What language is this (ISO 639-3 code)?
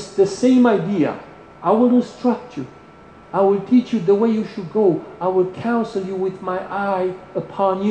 eng